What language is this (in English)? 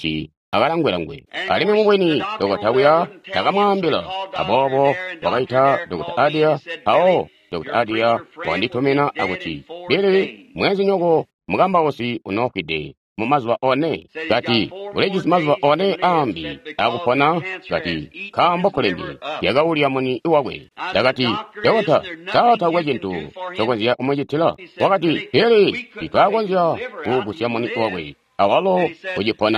Tonga (Zambia)